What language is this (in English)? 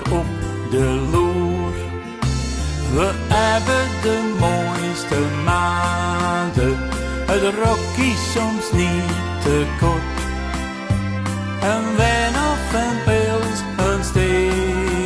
Dutch